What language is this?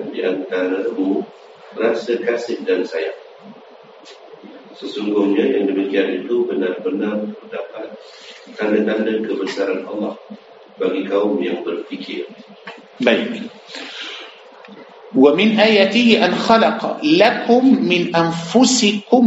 Malay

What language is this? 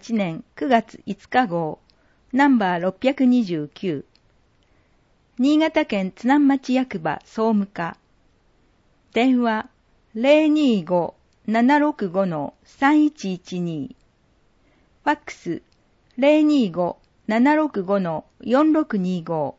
Japanese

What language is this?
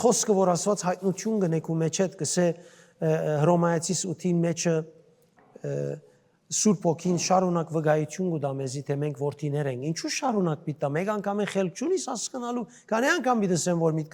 Western Armenian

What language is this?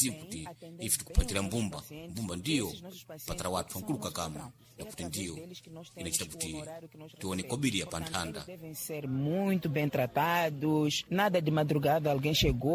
Sena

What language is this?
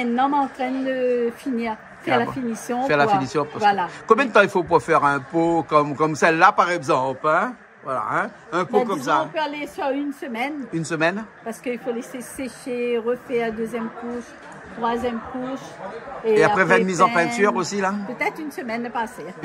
Réunion Creole French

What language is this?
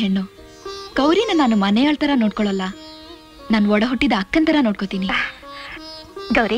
Kannada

